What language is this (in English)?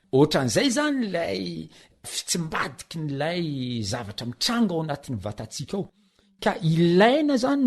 Malagasy